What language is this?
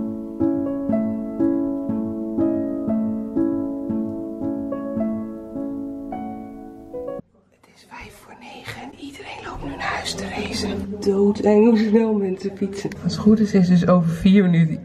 Dutch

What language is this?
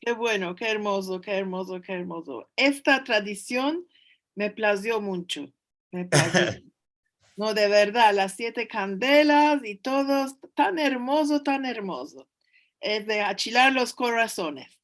Ladino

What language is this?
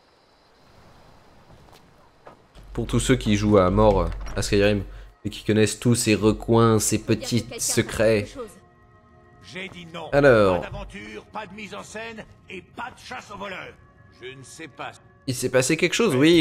French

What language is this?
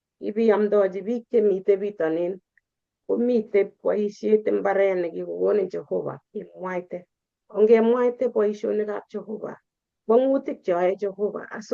Kalenjin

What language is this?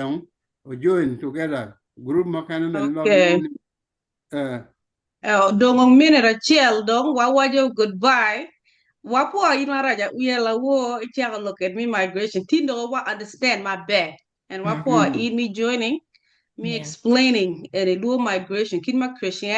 Acoli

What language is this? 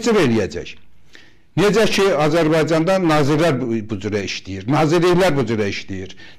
Azerbaijani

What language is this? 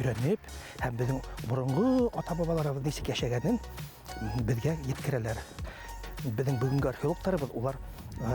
Bashkir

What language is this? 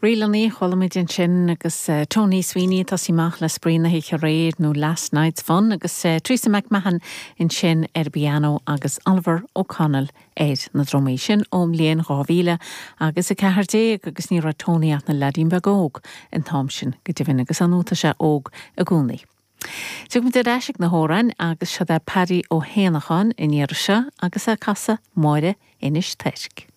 Irish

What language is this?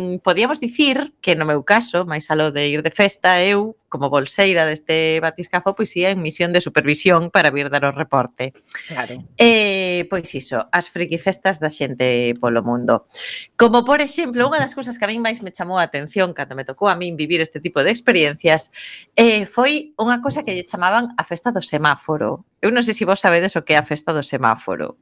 Galician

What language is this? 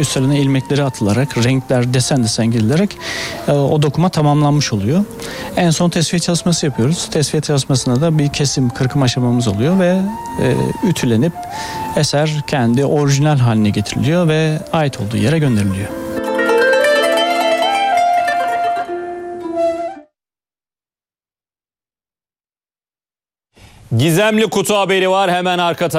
Turkish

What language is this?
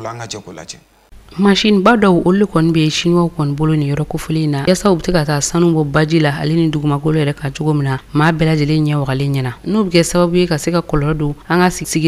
Bambara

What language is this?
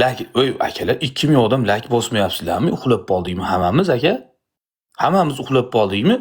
Uzbek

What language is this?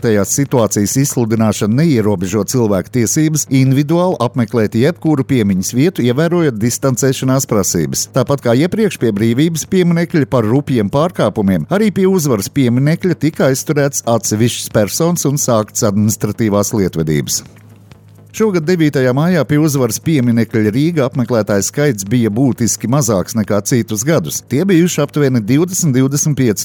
Latvian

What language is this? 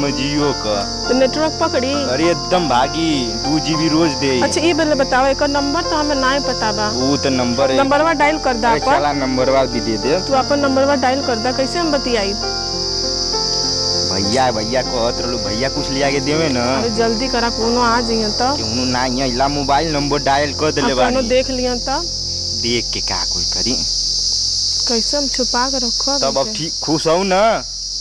Bhojpuri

